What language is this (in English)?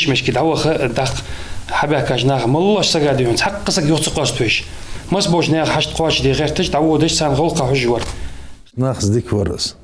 Ingush